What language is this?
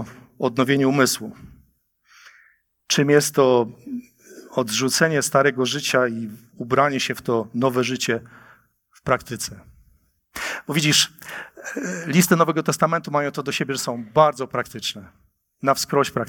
Polish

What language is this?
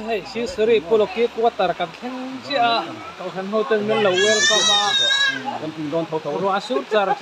Mizo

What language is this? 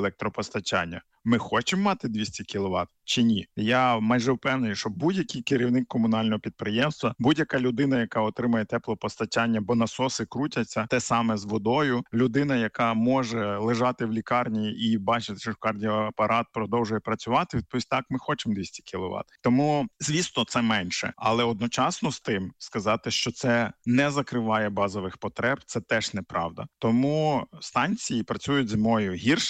Ukrainian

